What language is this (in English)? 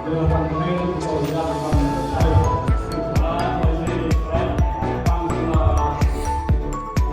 Central Mnong